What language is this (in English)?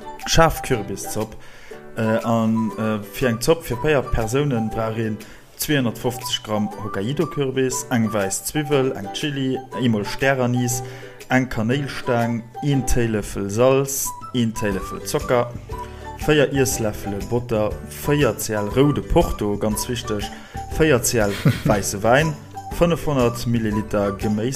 Luxembourgish